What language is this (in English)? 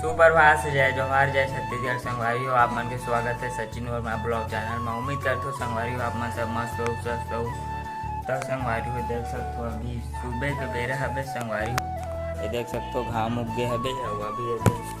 Chhattisgarhi